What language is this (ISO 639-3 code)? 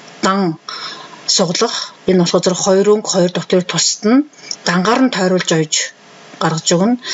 mon